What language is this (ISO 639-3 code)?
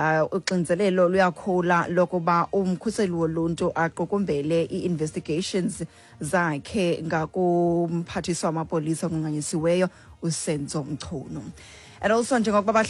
xho